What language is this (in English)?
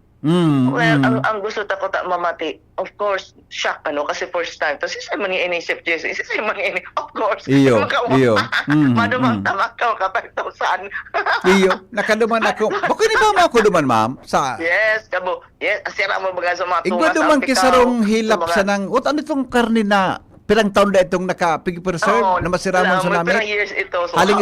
Bikol